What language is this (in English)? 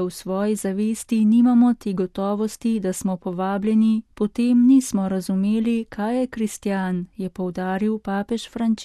Slovenian